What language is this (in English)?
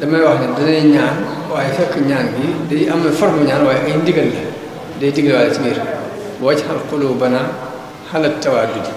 Wolof